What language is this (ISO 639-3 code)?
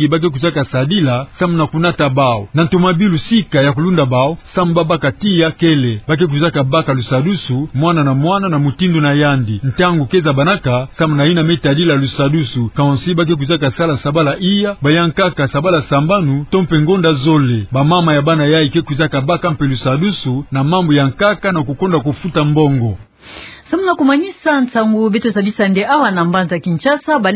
ktu